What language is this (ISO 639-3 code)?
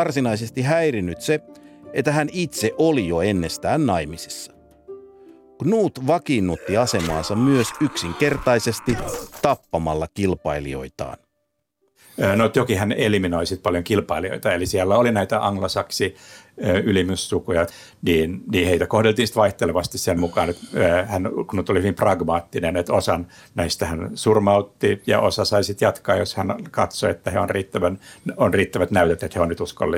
fin